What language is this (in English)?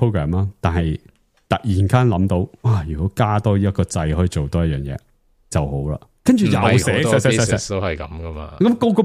Cantonese